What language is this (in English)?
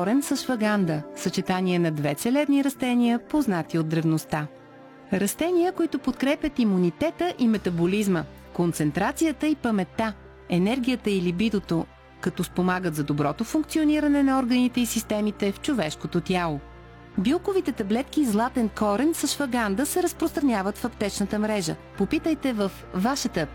Bulgarian